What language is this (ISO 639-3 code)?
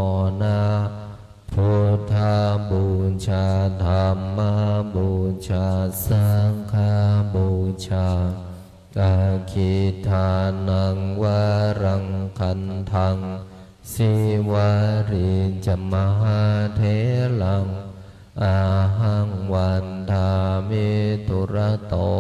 pli